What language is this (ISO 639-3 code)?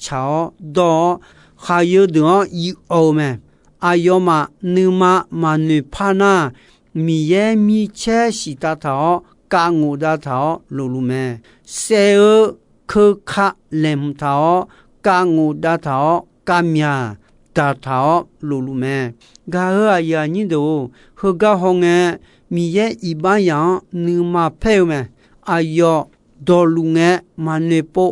ahk